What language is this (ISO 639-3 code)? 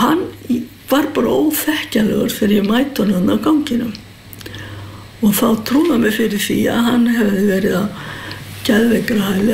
isl